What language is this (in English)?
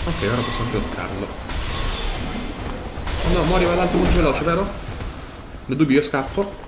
Italian